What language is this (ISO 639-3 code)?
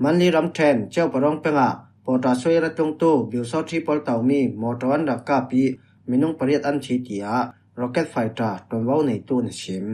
cfm